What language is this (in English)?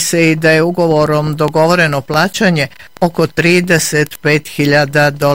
Bosnian